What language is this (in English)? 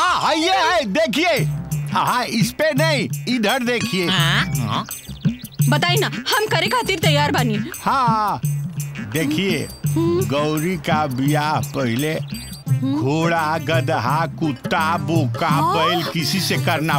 Bhojpuri